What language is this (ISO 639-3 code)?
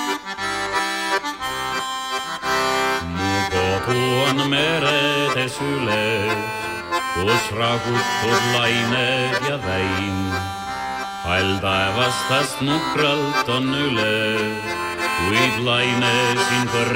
est